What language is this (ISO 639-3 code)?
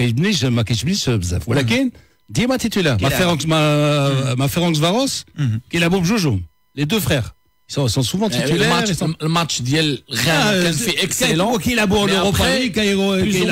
ary